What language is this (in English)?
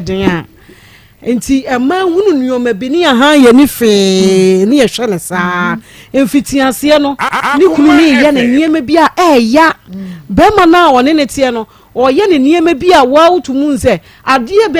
Akan